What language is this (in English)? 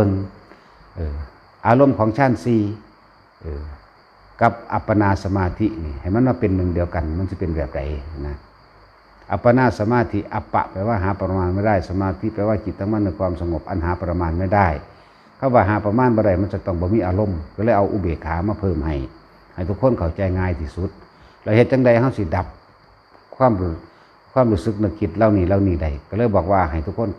Northeastern Thai